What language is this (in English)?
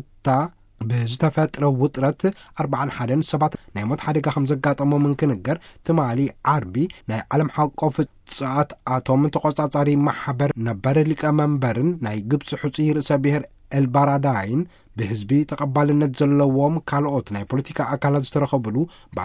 Tigrinya